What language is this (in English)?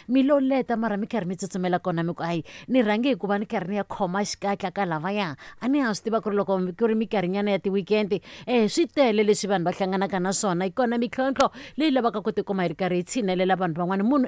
Tsonga